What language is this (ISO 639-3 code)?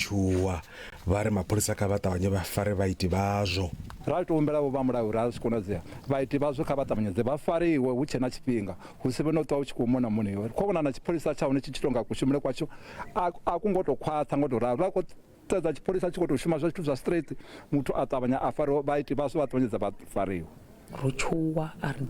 ven